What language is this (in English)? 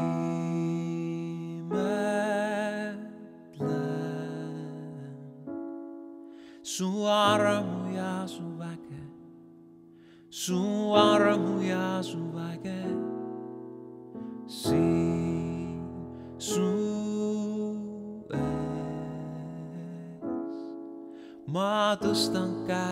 Estonian